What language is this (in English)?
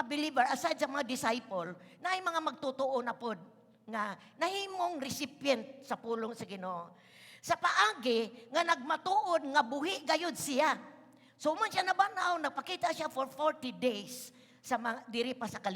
Cebuano